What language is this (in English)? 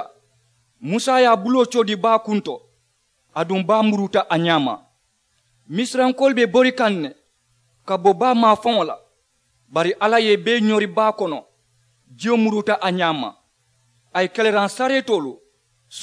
Mandingo